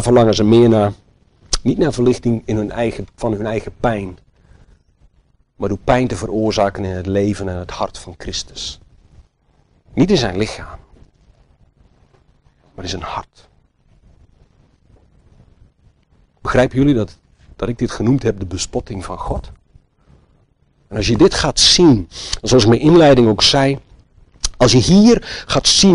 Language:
Dutch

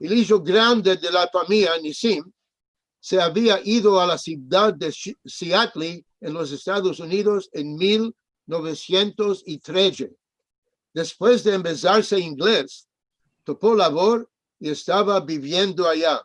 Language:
Ladino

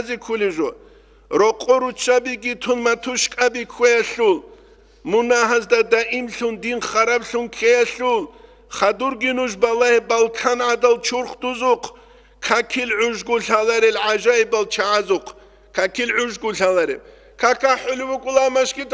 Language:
Avaric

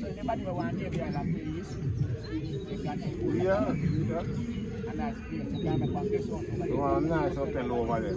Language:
Jamaican Creole English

